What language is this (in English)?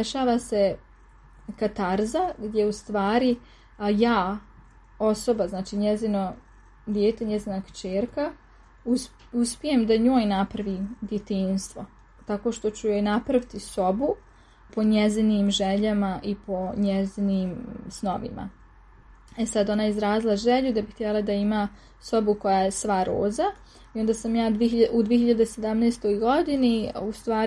Serbian